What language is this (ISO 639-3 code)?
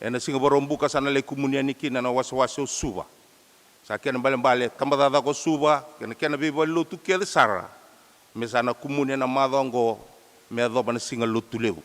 fij